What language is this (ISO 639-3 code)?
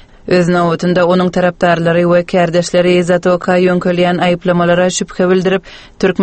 tuk